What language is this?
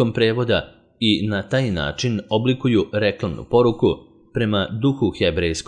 Serbian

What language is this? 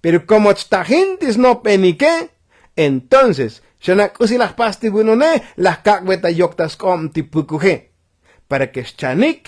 Tzotzil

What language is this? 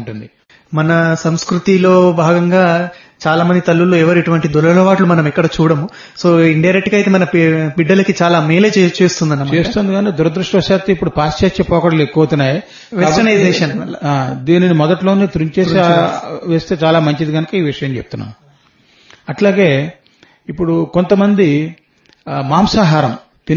Telugu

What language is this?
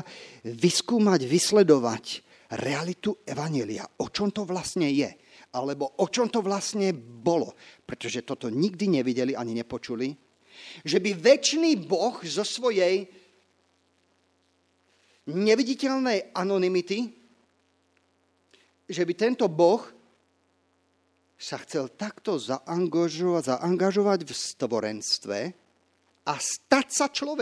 Slovak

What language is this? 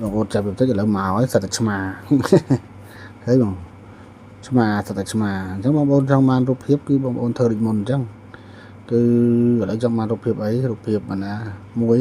Khmer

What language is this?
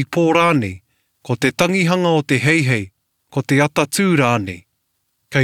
Māori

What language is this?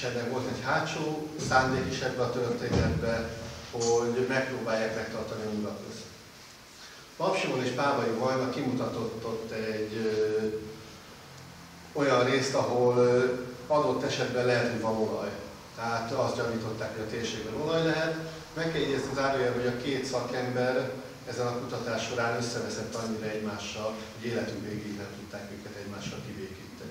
Hungarian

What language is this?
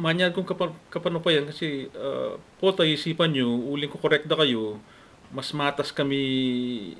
Pampanga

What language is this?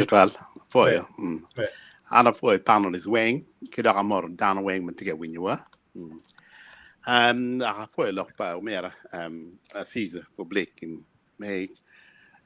Acoli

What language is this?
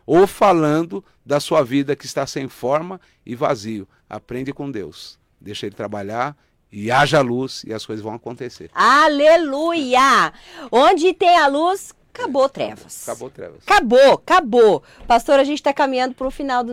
Portuguese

